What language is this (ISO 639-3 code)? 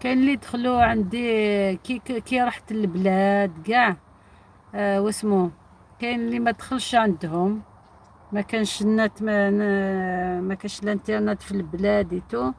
arq